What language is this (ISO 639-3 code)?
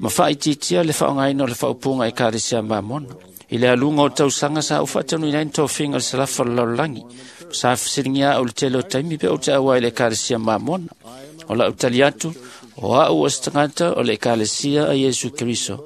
smo